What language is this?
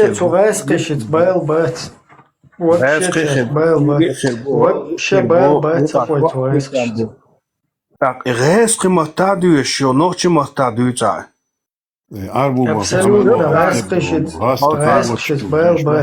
Chechen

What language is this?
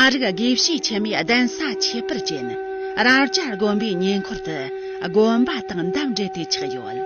Tibetan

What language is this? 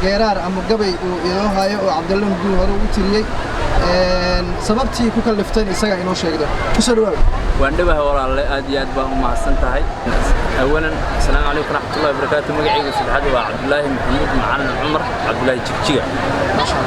Somali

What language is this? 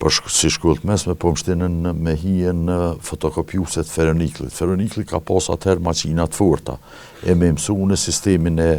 Albanian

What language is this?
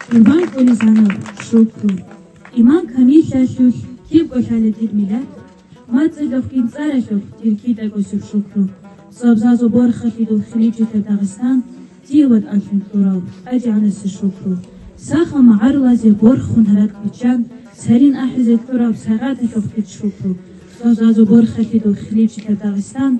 Avaric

